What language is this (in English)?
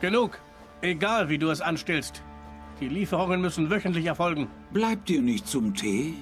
Swiss German